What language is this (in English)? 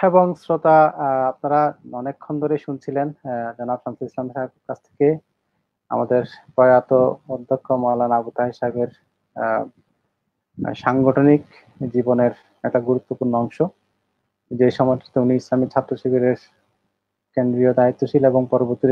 Bangla